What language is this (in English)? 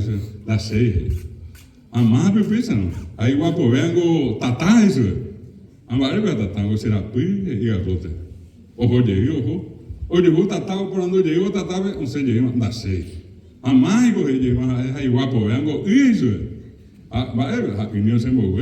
Guarani